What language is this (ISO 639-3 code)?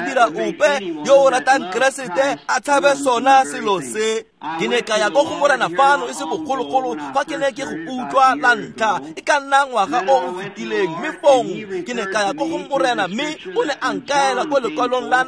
tsn